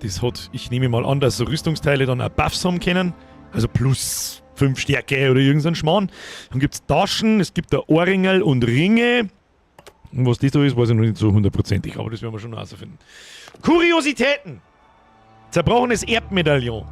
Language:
Bavarian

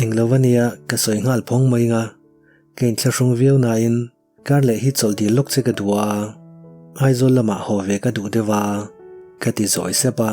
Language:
Mizo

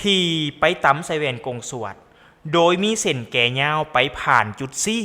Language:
Lao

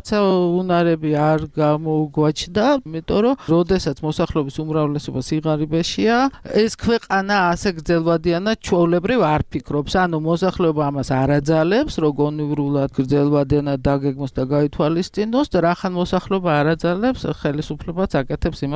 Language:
Georgian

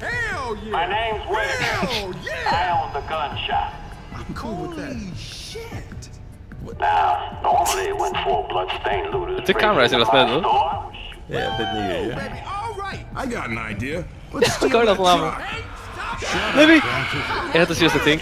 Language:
Faroese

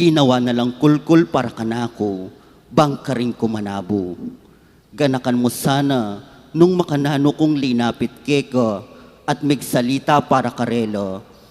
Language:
Pampanga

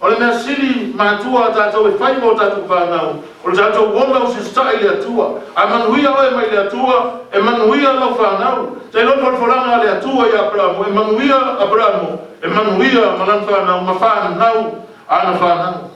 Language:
Samoan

